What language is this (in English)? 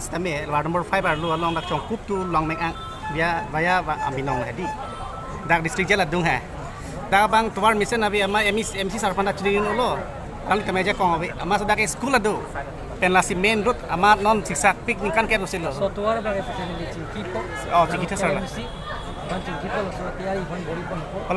Karbi